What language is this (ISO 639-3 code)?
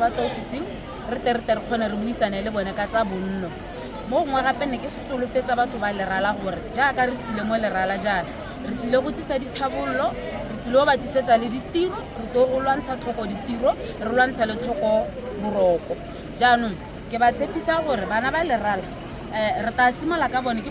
tsn